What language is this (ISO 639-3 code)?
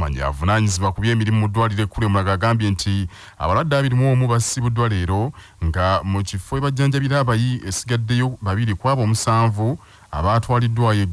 lug